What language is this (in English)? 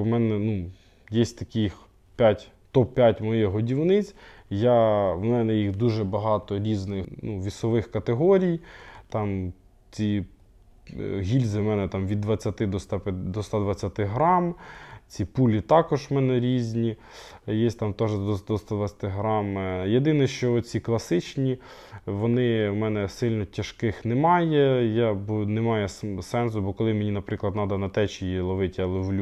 Ukrainian